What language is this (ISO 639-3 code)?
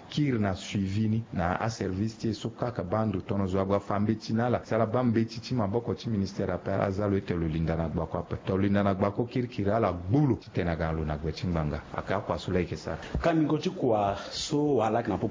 sag